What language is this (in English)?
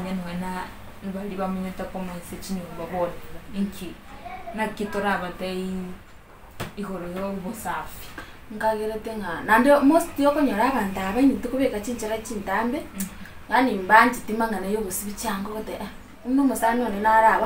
Gusii